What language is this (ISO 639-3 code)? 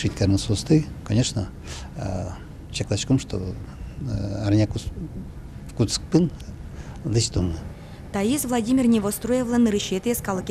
udm